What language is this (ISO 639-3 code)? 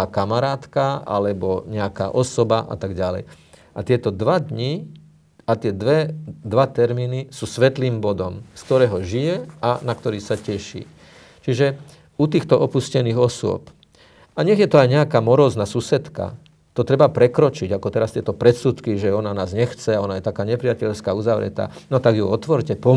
slk